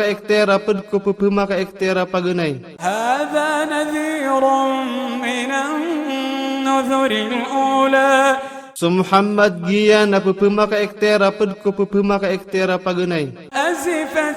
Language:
Maranao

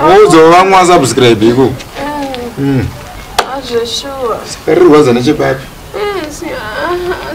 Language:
Shona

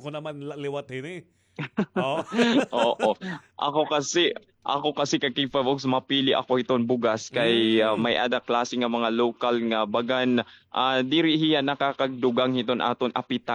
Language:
Waray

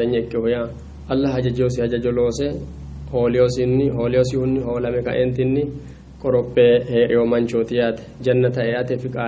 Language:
Sidamo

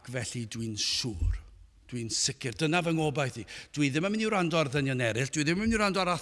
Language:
Welsh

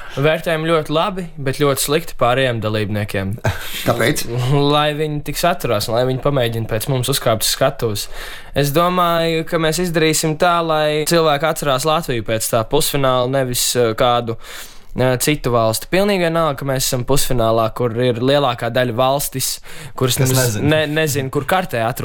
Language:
Latvian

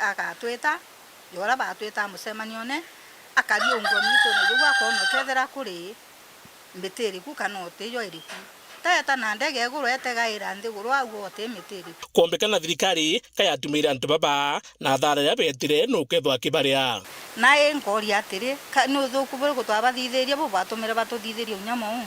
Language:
Meru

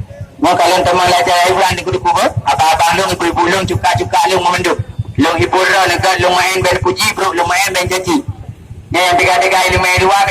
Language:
Achinese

